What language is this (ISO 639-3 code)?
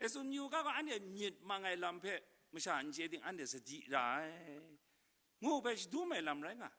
kac